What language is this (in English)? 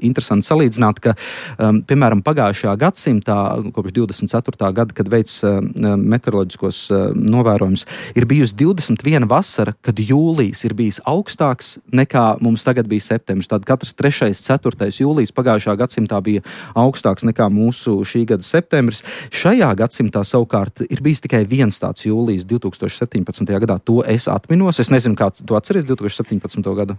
Latvian